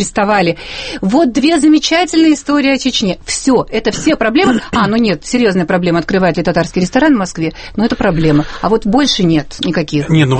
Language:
Russian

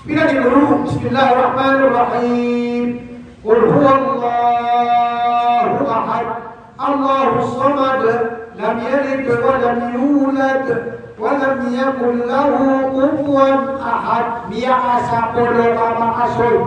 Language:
Maranao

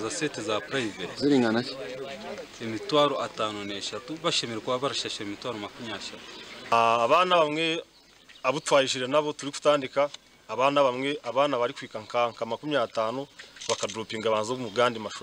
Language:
Nyankole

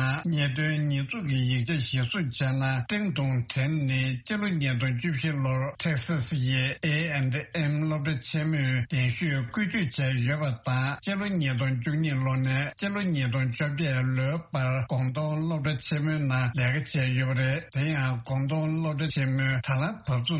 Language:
Tibetan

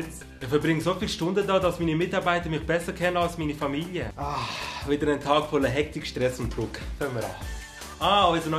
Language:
Swiss German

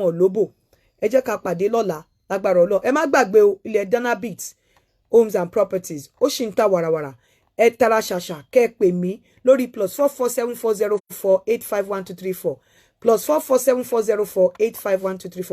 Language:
Yoruba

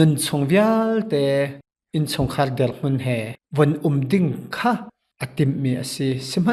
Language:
Hakha Chin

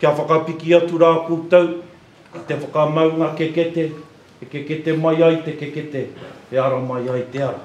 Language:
Māori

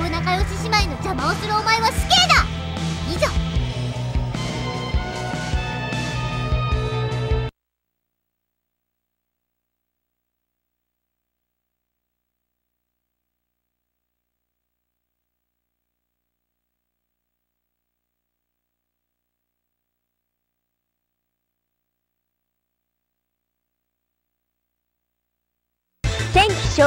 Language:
Japanese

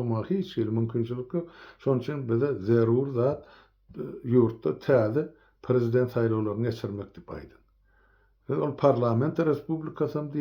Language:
Turkmen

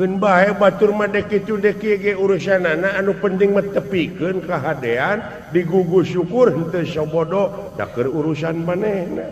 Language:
Sundanese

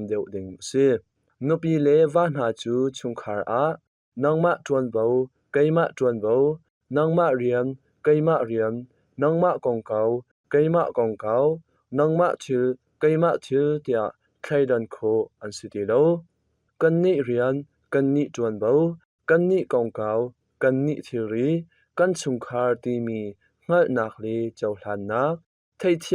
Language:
Hakha Chin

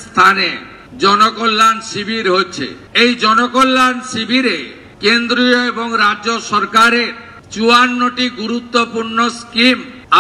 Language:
Bangla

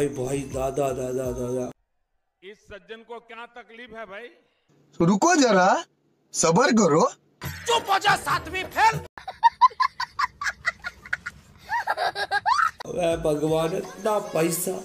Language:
Hindi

